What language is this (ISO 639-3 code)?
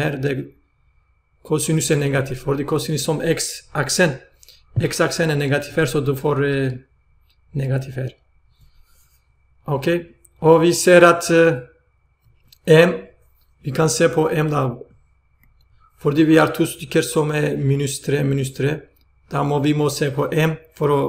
nor